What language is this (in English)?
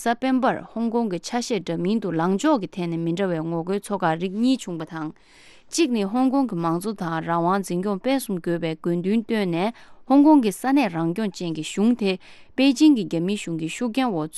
Tibetan